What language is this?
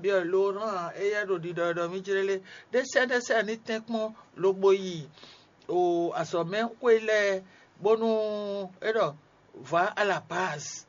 Fon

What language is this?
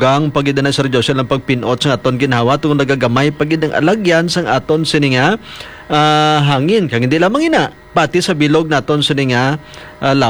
Hiligaynon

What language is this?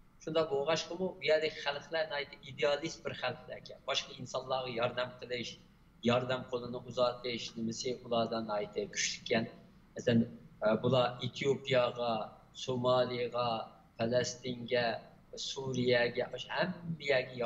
Uyghur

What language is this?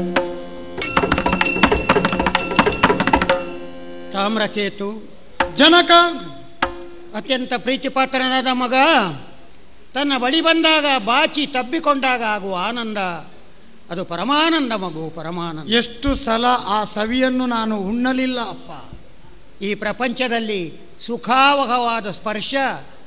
Kannada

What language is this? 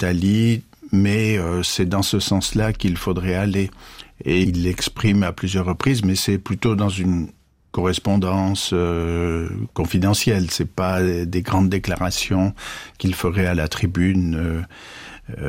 French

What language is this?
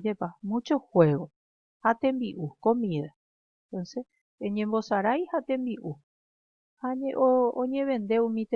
Guarani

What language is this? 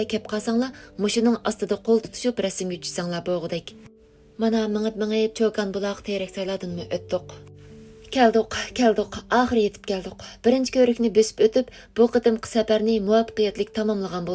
Uyghur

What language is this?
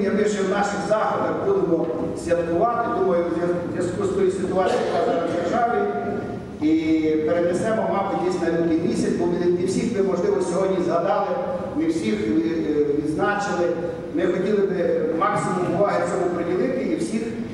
Ukrainian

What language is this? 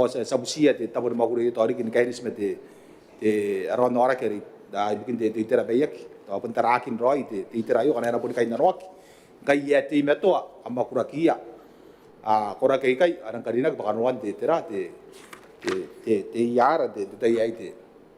Gilbertese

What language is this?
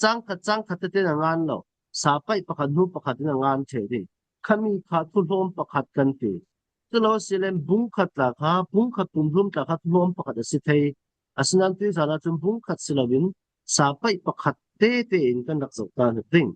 Falam Chin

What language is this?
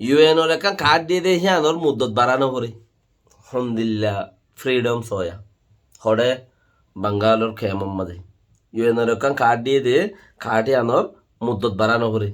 Rohingya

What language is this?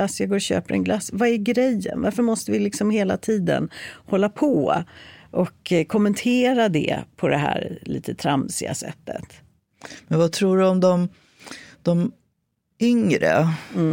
Swedish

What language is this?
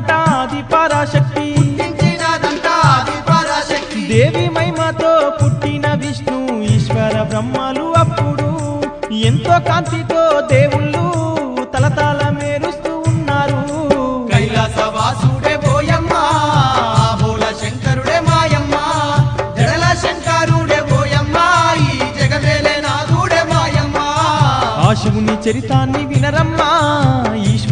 Telugu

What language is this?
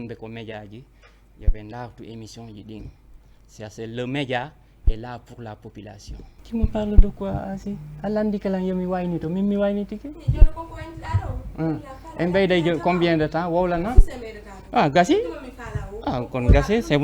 Fula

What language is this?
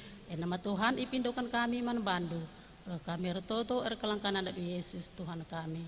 Batak Karo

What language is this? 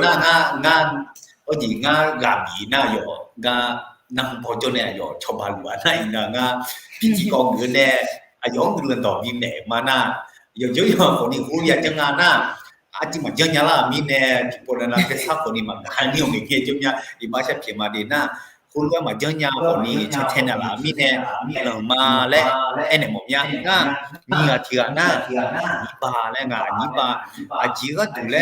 Akha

